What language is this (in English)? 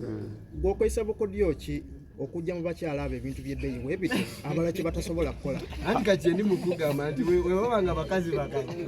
Ganda